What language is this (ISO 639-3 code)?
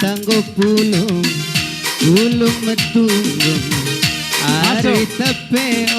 btx